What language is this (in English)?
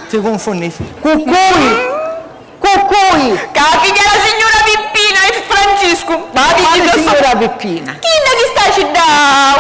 Sicilian